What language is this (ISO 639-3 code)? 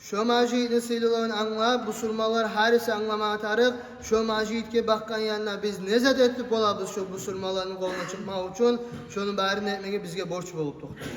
kum